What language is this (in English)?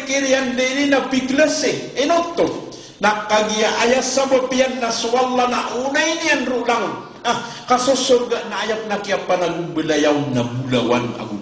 Maranao